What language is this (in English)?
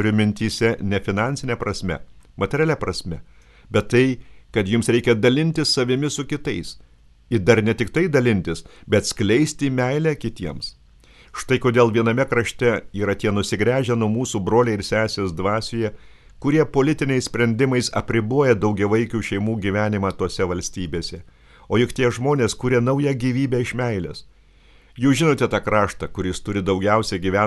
Lithuanian